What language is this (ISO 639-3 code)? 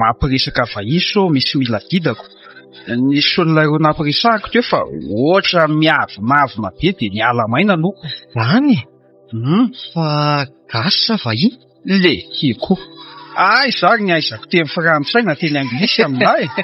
mlg